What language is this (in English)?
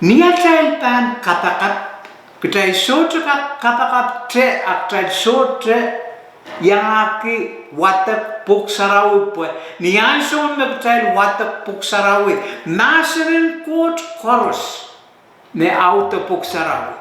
Pohnpeian